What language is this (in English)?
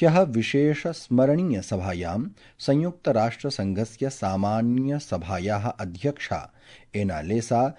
Sanskrit